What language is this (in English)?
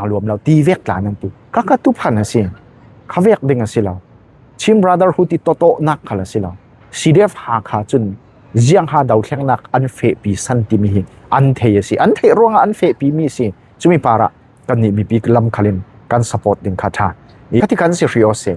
Falam Chin